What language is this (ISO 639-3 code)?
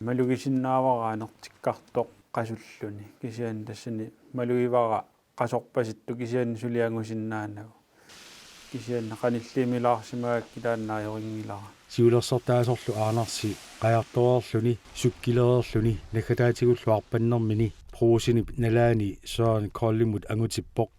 kal